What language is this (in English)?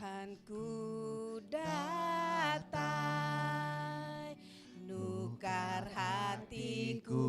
Iban